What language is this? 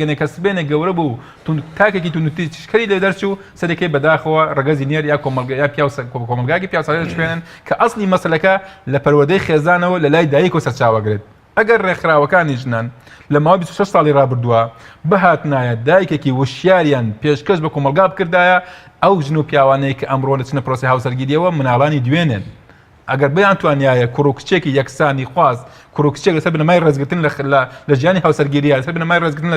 Central Kurdish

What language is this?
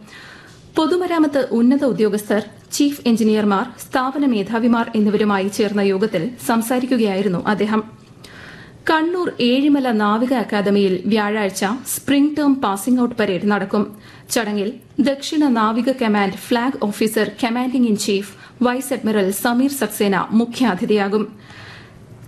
Malayalam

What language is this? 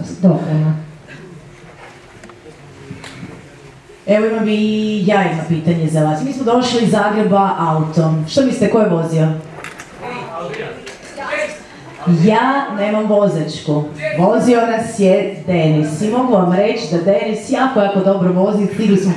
Croatian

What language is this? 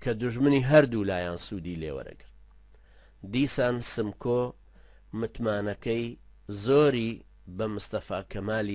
Central Kurdish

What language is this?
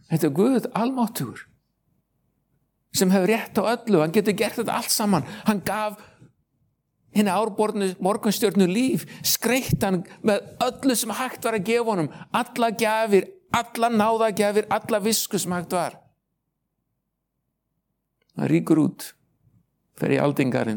Icelandic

